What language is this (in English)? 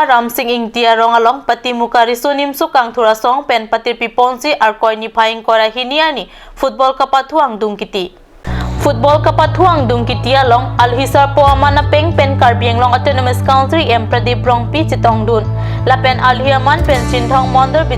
Karbi